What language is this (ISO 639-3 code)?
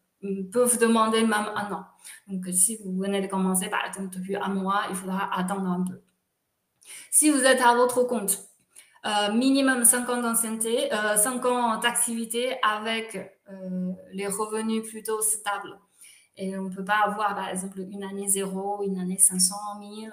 fra